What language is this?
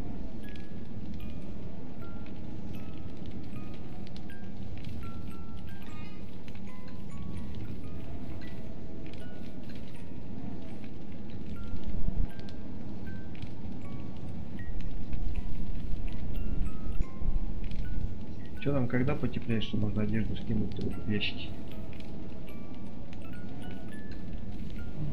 Russian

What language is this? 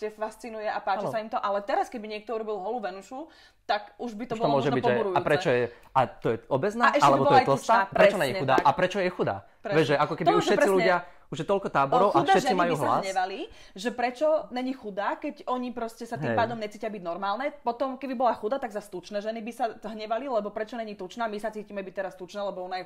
Slovak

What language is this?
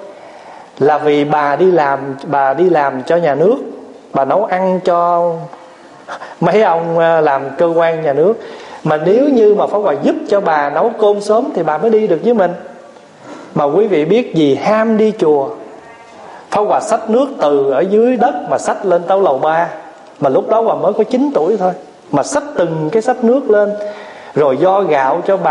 Vietnamese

